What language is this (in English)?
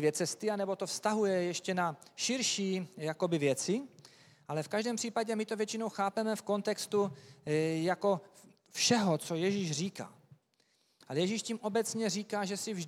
Czech